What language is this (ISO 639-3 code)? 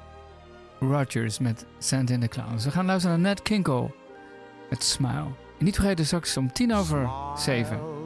nld